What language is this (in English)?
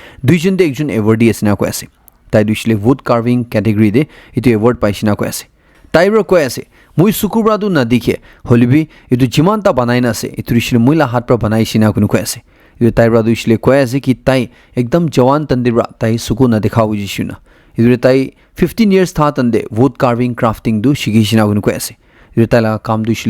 Naga Pidgin